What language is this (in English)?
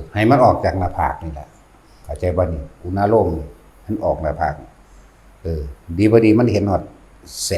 Northeastern Thai